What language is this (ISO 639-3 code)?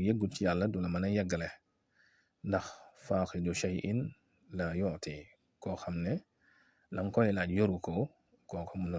wol